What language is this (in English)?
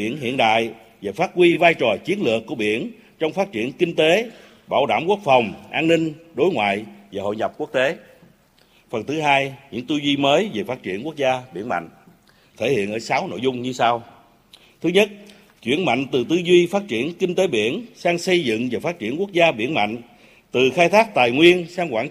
Vietnamese